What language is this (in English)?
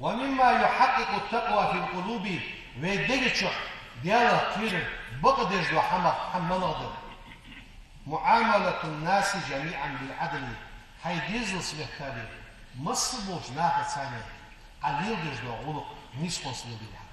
Ingush